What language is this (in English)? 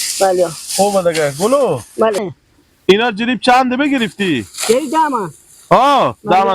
Hazaragi